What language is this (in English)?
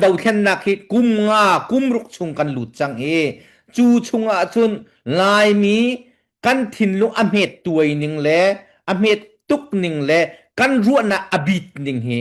Falam Chin